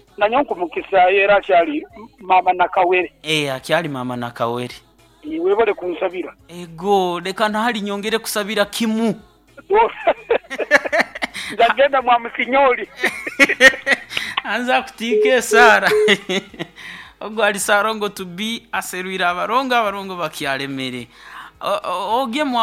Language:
Nyoro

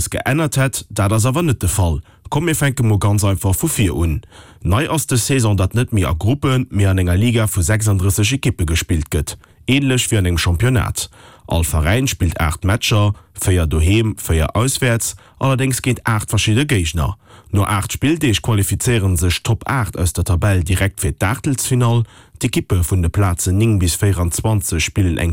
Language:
Luxembourgish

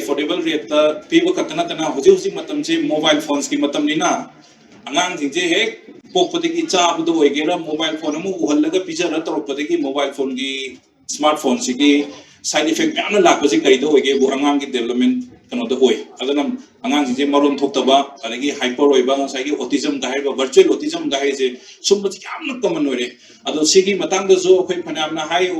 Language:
Manipuri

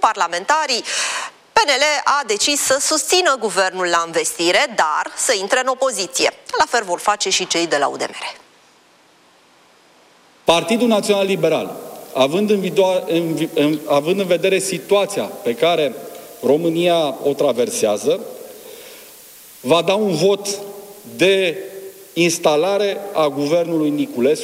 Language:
Romanian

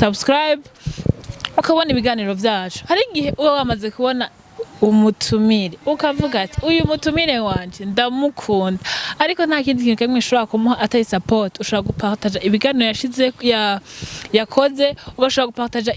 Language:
Rundi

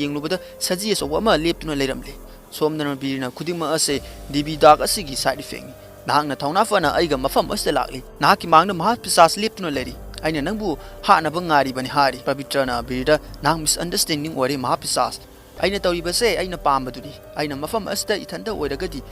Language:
Manipuri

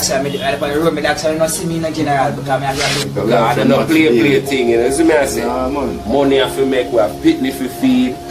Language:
Jamaican Creole English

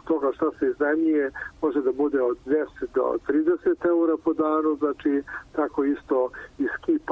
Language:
Serbian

